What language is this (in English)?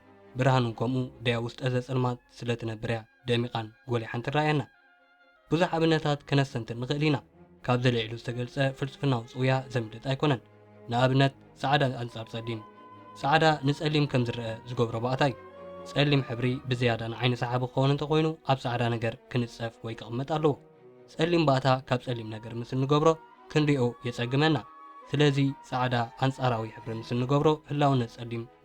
Tigrinya